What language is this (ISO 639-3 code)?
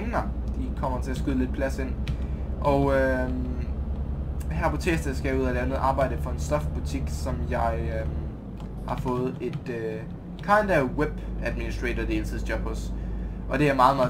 dan